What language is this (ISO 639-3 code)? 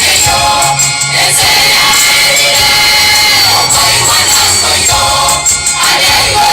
guz